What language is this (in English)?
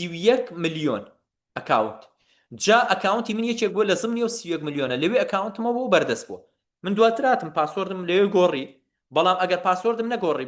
Central Kurdish